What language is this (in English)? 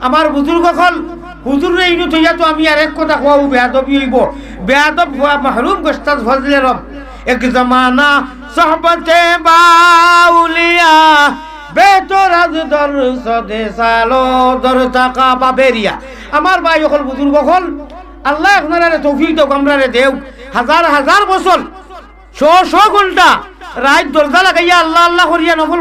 Sylheti